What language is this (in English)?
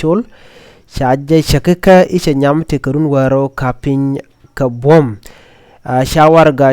Nuer